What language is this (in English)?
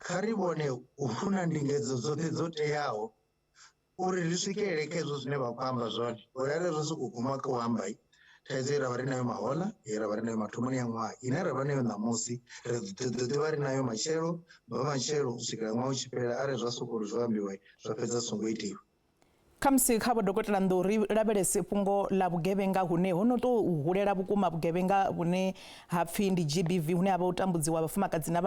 Venda